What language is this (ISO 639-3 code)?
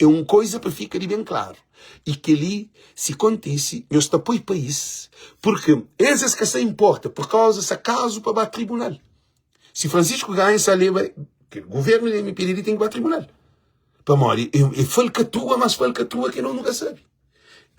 kea